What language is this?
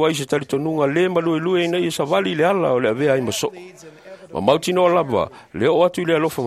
Samoan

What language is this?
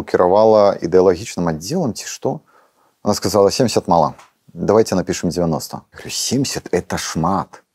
Belarusian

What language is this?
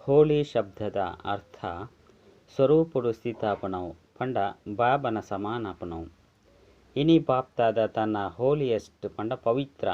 Tulu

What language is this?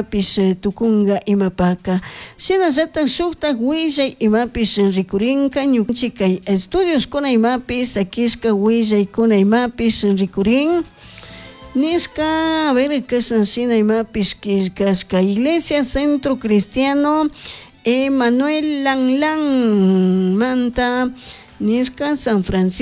Chimborazo Highland Quichua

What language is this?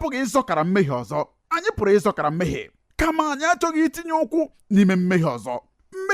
Igbo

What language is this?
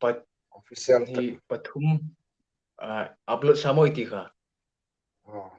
Hmar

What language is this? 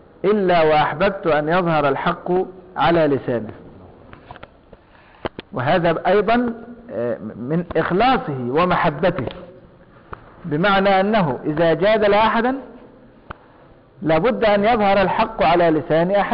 Arabic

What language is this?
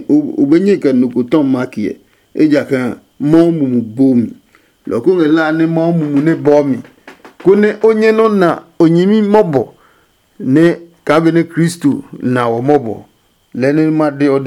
Adangme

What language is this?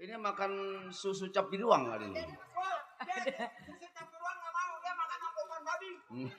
Betawi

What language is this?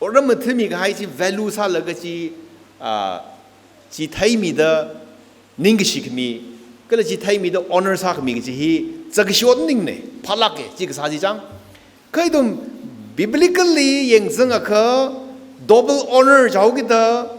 Tangkhul Naga (India)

